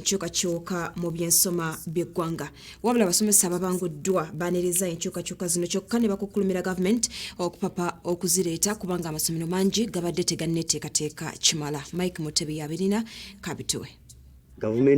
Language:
Ganda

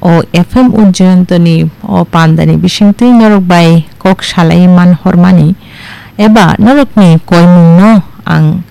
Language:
Kok Borok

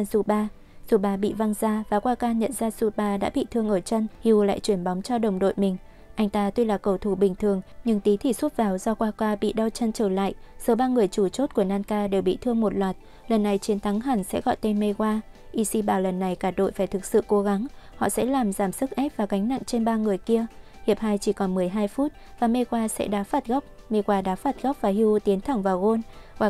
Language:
Vietnamese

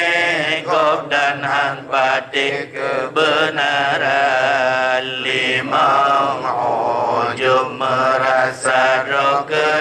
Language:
Achinese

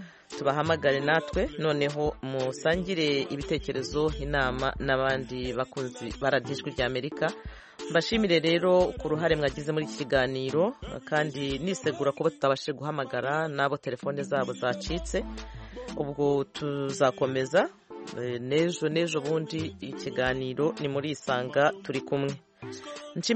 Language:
Kinyarwanda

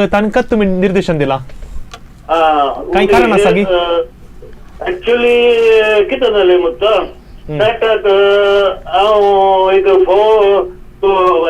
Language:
Konkani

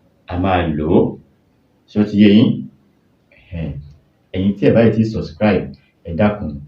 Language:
Yoruba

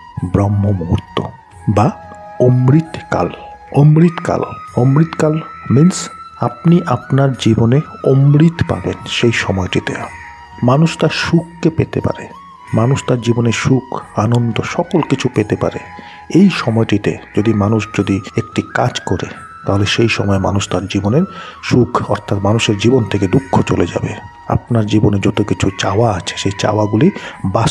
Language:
Bangla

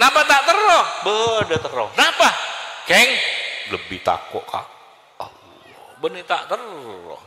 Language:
Madurese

